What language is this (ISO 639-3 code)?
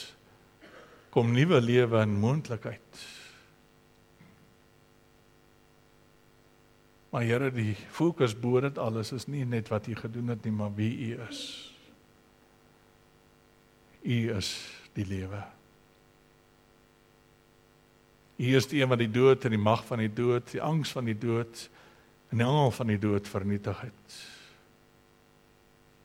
afr